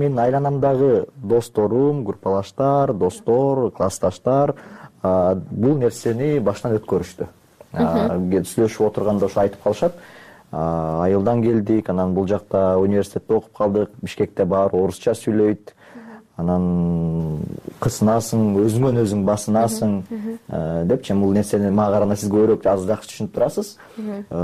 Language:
Kyrgyz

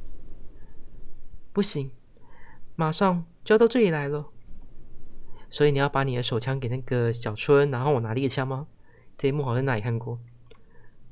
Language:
Chinese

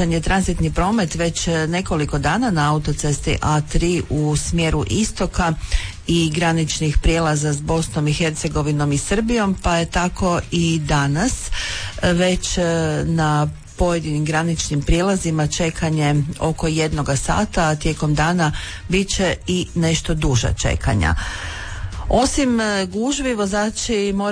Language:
Croatian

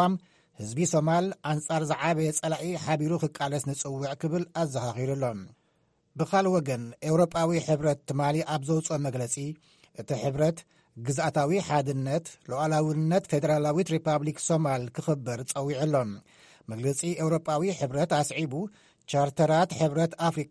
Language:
Tigrinya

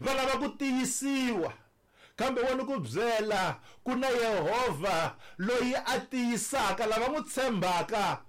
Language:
Tsonga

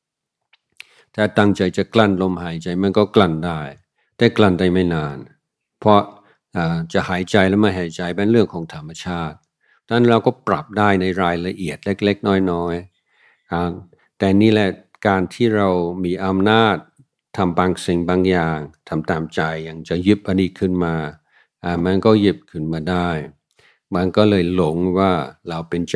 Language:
Thai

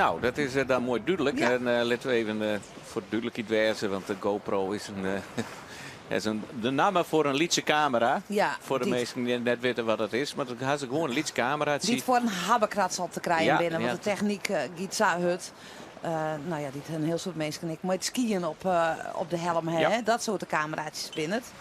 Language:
Western Frisian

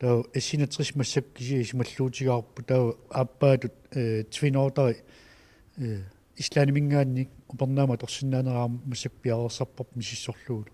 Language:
Kalaallisut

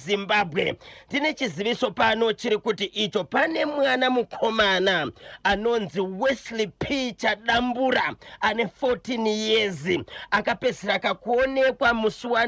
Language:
Shona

